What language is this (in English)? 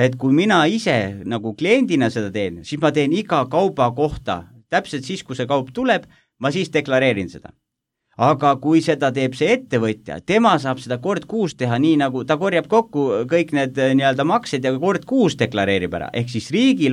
Estonian